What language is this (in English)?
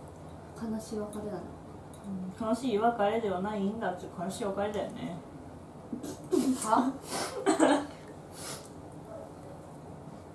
Japanese